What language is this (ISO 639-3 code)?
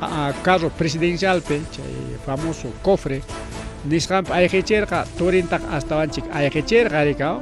quy